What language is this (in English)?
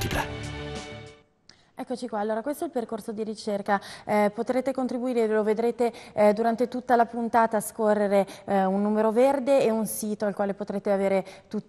Italian